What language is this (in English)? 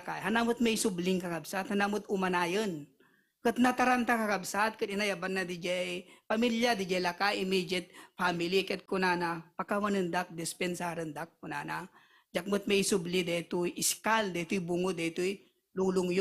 Iloko